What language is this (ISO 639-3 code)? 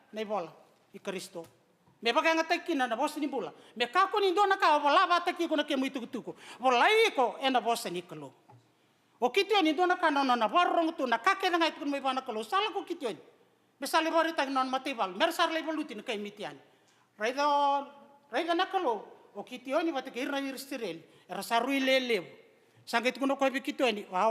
fij